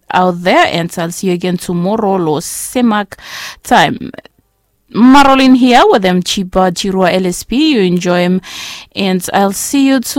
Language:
Bislama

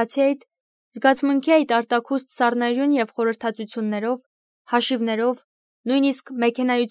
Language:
Armenian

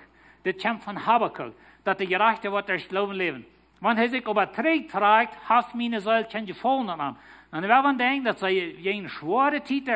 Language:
Plautdietsch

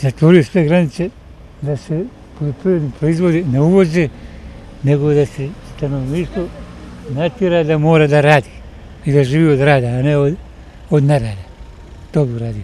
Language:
Bosnian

